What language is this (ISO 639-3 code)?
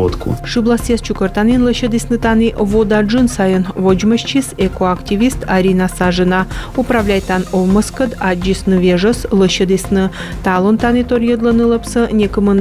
kom